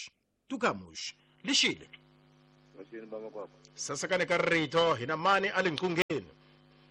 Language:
Tsonga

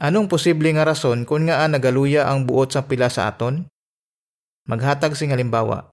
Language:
Hiligaynon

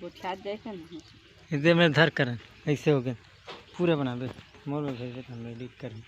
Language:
Chhattisgarhi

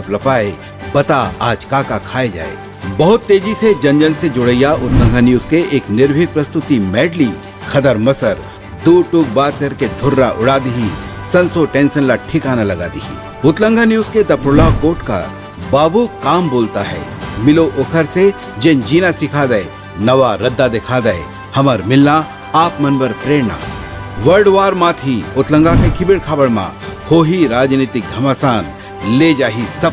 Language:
Chhattisgarhi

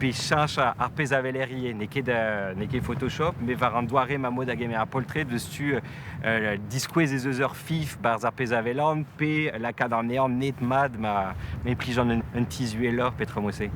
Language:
Breton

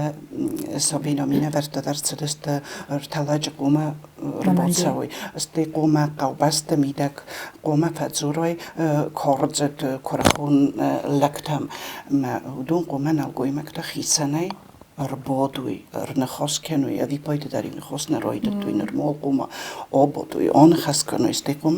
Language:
Ossetic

